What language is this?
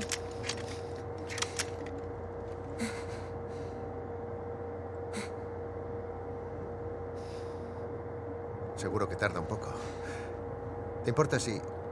Spanish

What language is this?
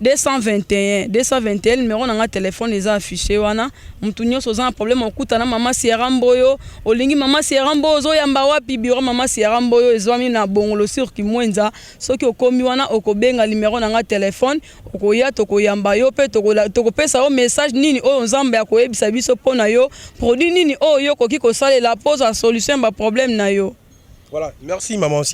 Lingala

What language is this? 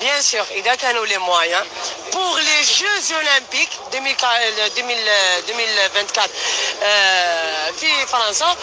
Kabyle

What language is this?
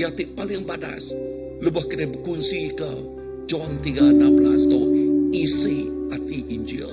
Iban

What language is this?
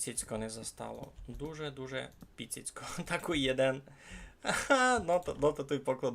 Rusyn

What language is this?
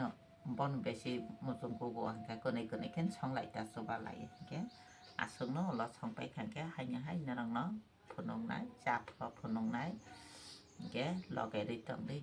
Kok Borok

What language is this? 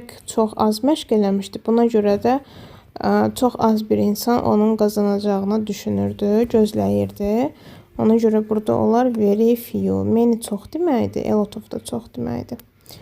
Azerbaijani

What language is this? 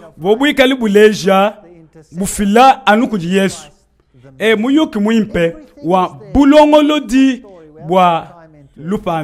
Luba-Lulua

